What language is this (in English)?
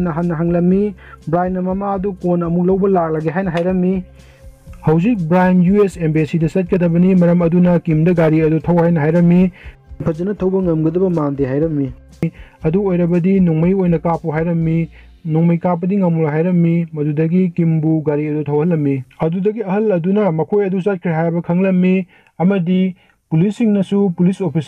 Manipuri